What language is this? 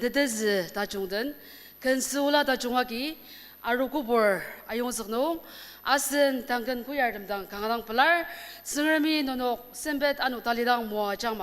Ao Naga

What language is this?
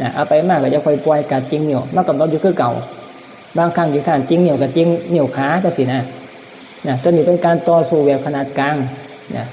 Northeastern Thai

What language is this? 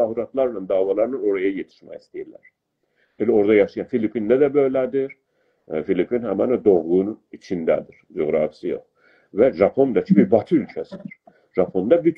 South Azerbaijani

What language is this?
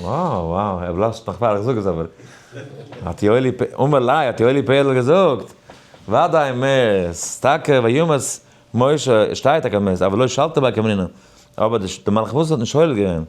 Yiddish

